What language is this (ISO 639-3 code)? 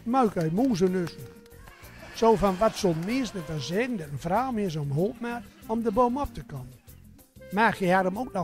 gos